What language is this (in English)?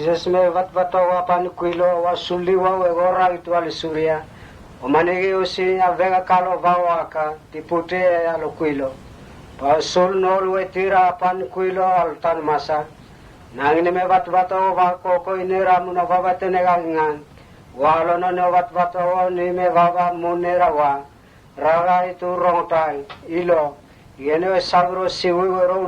Mota